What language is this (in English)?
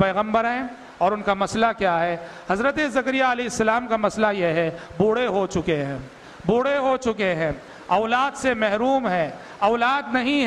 Urdu